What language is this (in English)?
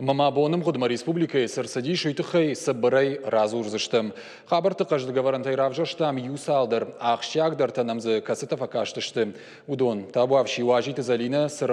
Ossetic